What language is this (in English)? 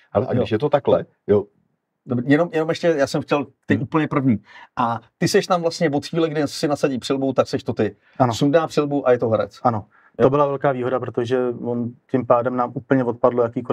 Czech